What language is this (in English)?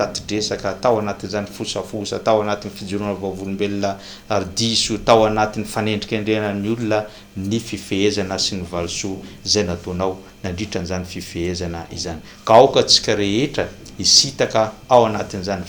Malagasy